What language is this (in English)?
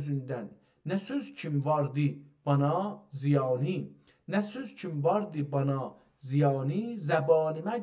South Azerbaijani